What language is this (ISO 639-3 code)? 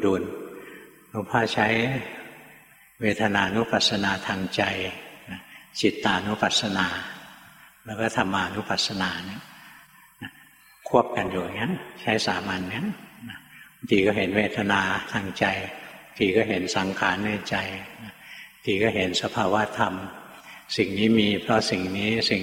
tha